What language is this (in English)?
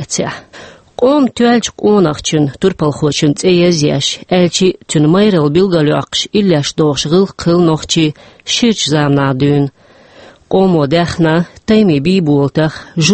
Chechen